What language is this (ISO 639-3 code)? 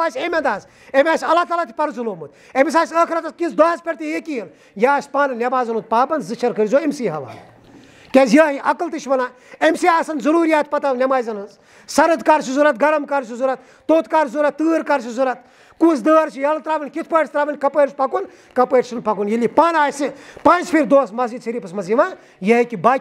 kas